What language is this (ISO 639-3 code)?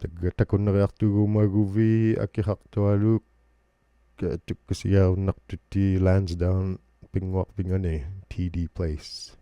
iku